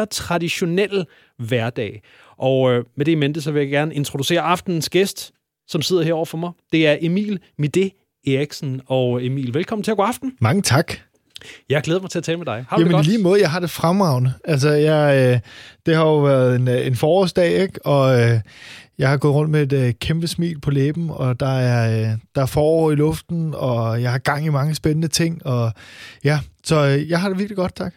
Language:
Danish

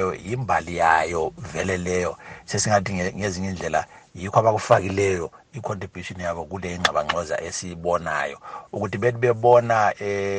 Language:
North Ndebele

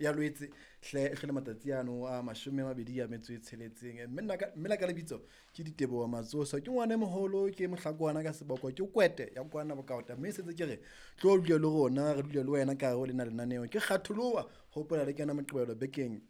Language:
Southern Sotho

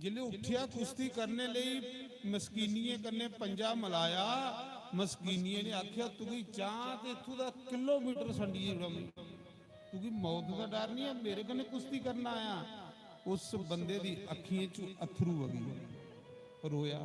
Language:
Dogri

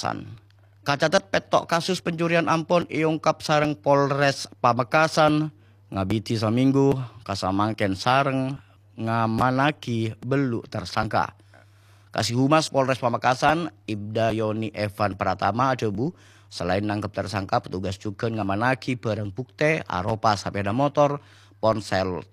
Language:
Madurese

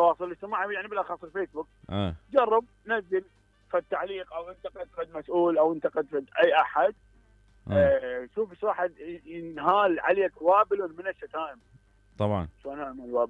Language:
Mesopotamian Arabic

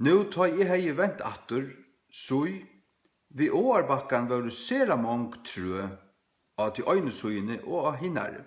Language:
Faroese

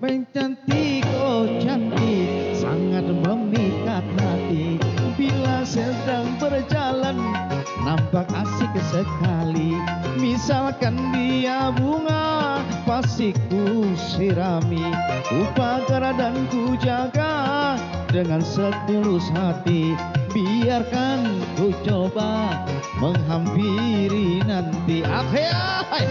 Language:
Banjar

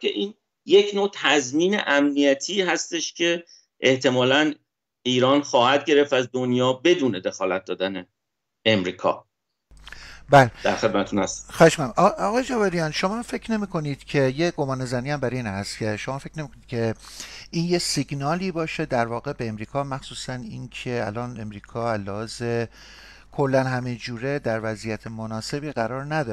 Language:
Persian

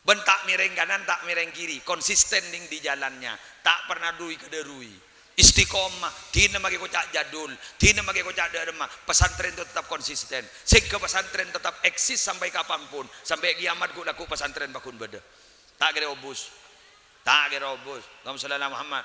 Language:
Madurese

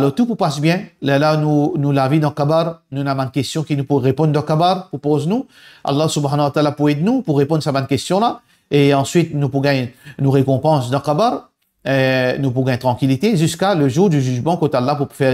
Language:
Morisyen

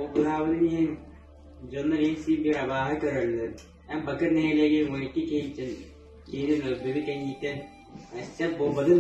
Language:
Yakut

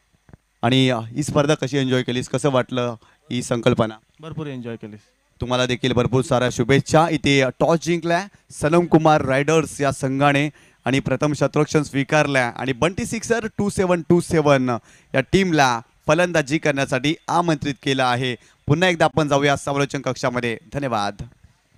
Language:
Marathi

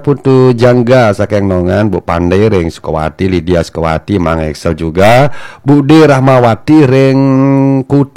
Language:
Balinese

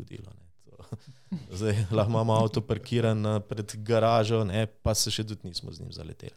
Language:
Slovenian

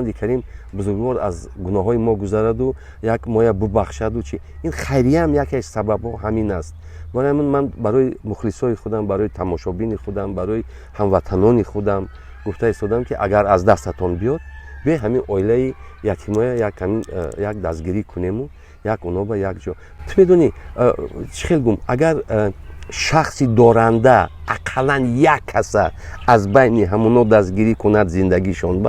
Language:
Tajik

